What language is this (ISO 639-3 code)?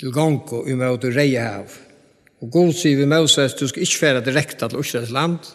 fao